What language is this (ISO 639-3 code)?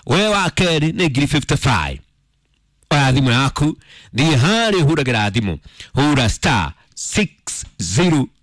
kik